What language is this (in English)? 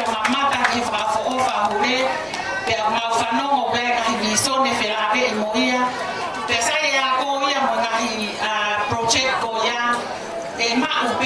Tongan